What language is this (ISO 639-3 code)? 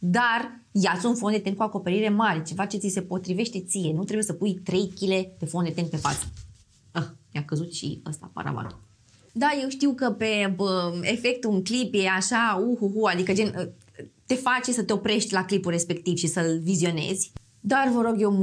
ron